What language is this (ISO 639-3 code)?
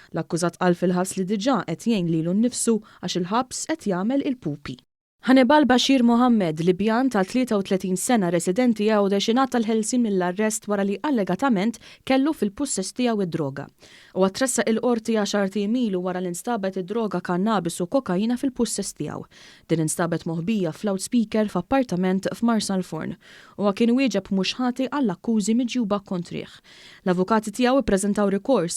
mlt